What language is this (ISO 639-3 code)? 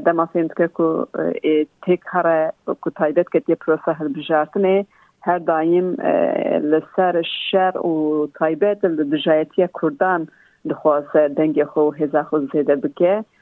kur